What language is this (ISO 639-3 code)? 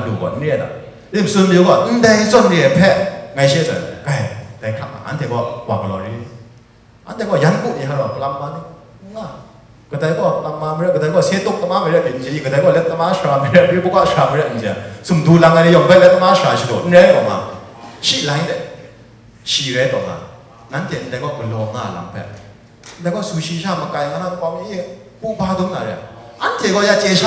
kac